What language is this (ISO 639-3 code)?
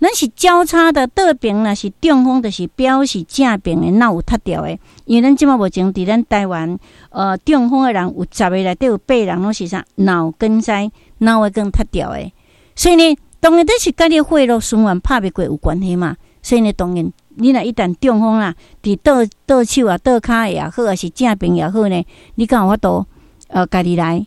nan